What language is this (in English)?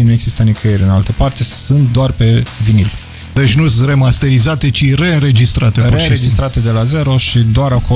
Romanian